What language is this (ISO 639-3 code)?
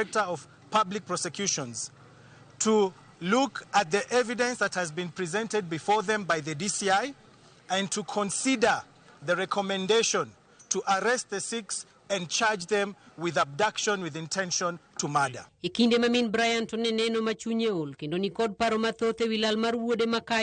luo